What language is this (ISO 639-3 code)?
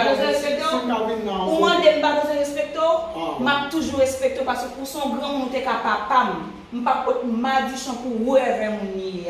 hat